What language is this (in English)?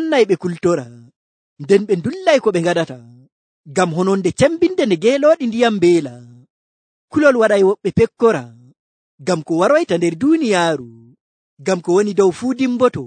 Nigerian Fulfulde